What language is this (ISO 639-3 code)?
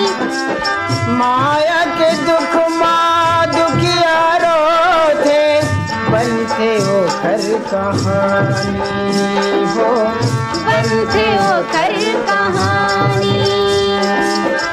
hne